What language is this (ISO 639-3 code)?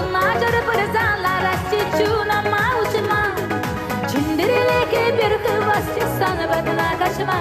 chv